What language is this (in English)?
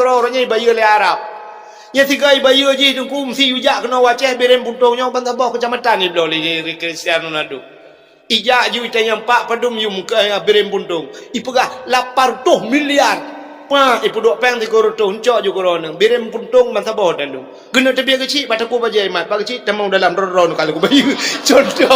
Achinese